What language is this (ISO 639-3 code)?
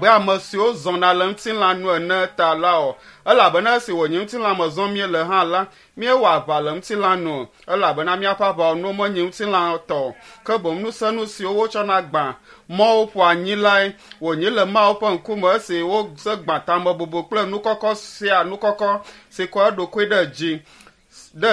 ewe